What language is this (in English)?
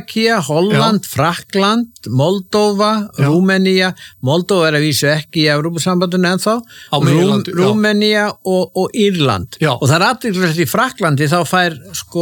Icelandic